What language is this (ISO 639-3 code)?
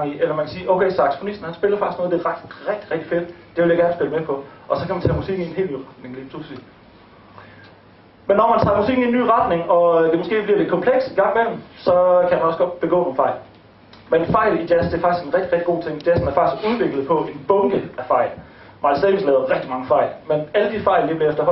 dan